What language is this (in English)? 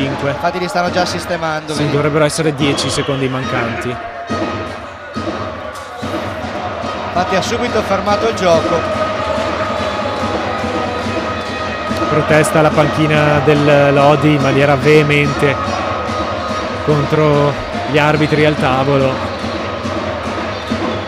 Italian